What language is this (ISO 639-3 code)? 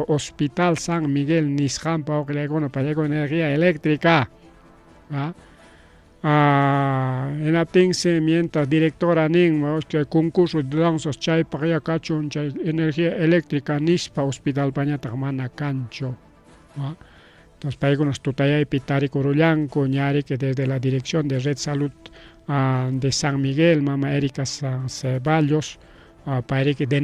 quy